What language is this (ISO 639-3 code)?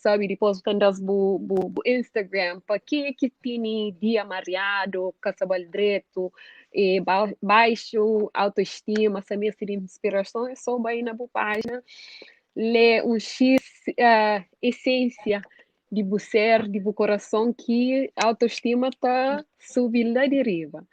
kea